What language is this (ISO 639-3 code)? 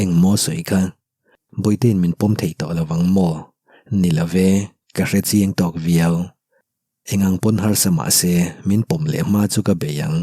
lus